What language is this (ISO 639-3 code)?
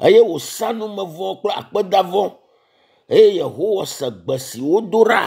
ewe